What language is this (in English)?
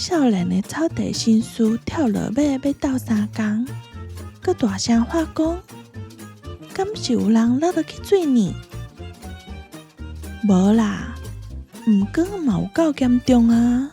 Min Nan Chinese